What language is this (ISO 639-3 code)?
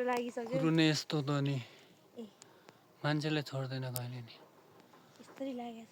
nep